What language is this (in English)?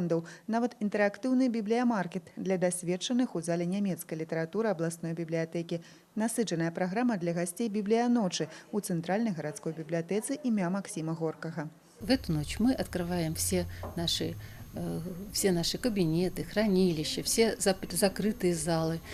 Belarusian